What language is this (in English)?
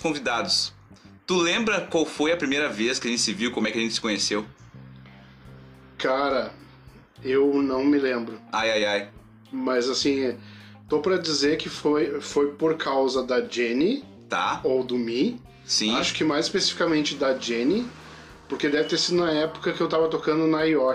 Portuguese